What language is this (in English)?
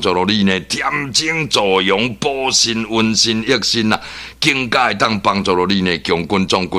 Min Nan Chinese